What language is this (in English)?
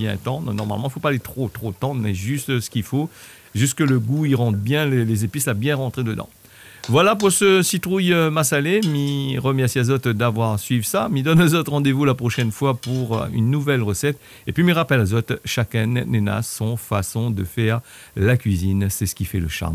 Réunion Creole French